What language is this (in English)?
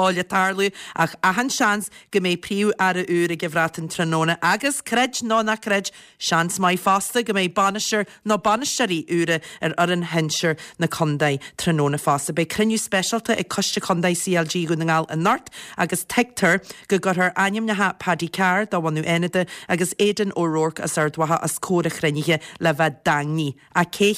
Irish